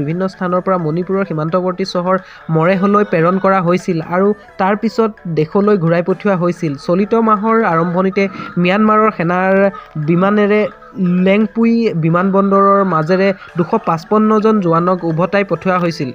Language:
Assamese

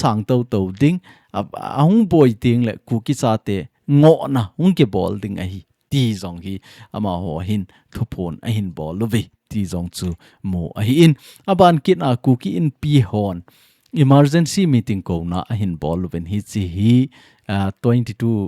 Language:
Thado Chin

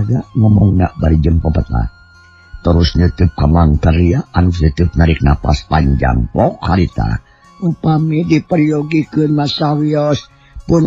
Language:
Sundanese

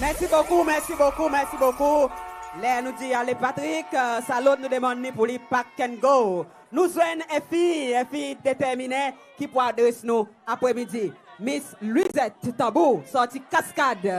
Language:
Seselwa Creole French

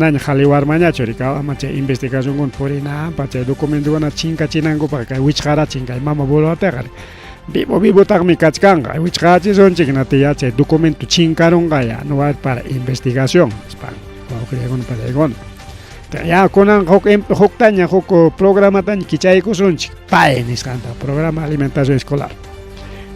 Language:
Ayacucho Quechua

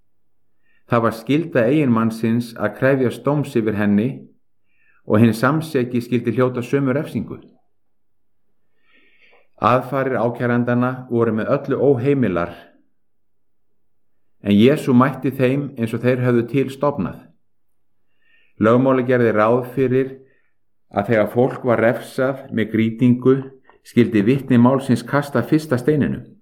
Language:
Icelandic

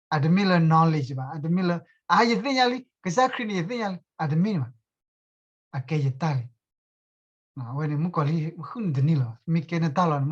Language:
S'gaw Karen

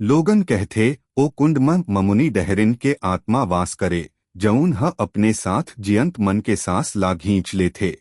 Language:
Chhattisgarhi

